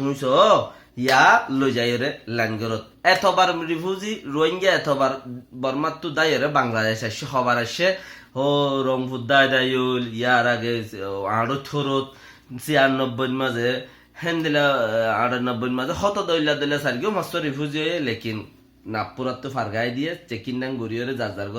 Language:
Rohingya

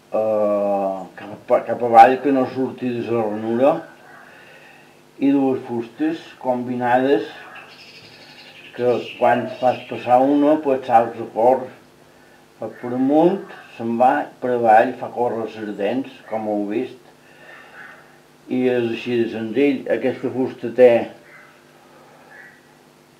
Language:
Catalan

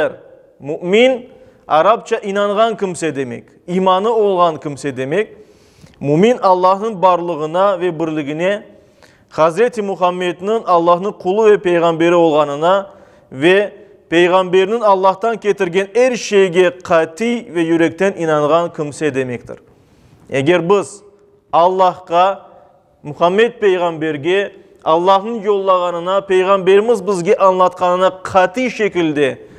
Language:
Crimean Tatar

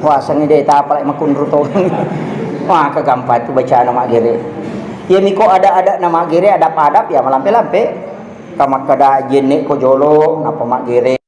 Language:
Buginese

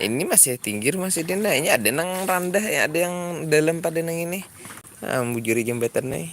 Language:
Banjar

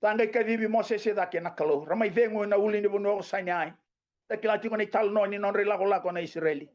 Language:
Fijian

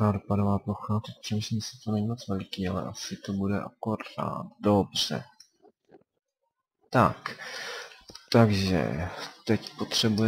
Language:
Czech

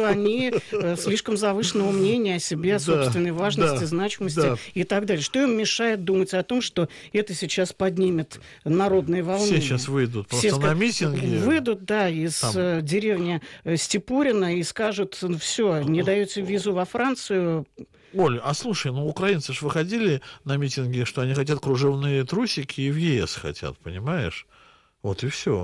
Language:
Russian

